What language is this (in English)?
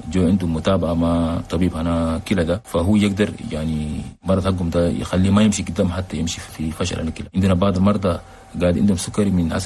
Chadian Arabic